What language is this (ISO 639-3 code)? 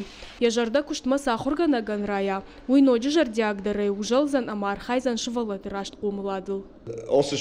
oss